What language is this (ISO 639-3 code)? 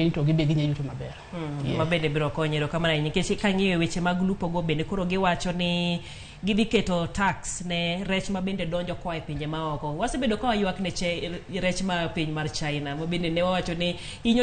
luo